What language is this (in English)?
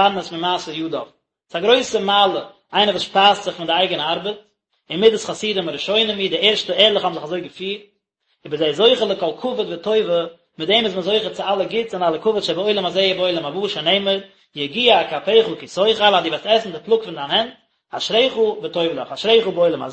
Yiddish